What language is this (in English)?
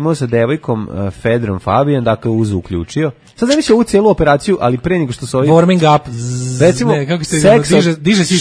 Serbian